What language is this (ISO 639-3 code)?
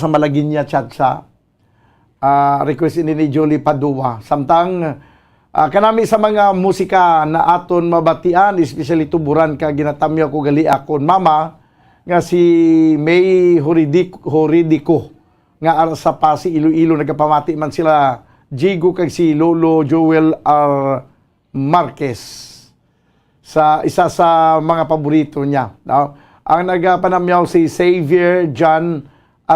hil